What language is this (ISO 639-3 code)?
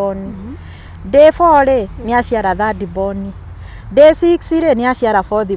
kik